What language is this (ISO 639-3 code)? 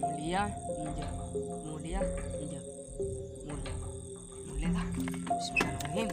mad